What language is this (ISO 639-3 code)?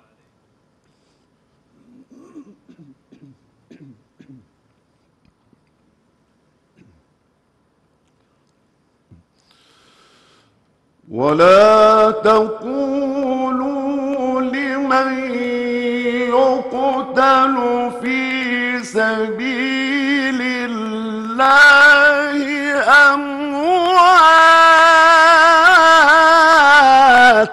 ara